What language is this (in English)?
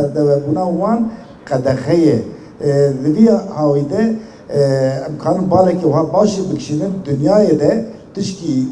Kurdish